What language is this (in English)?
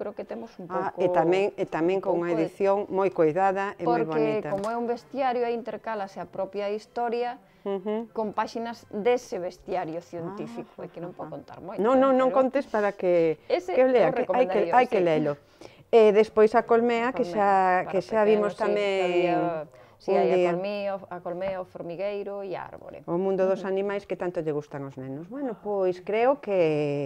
Galician